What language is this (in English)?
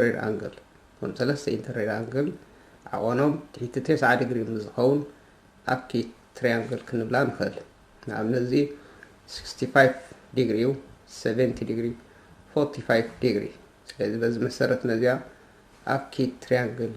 Tigrinya